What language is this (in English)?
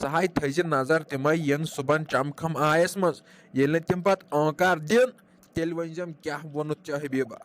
Kashmiri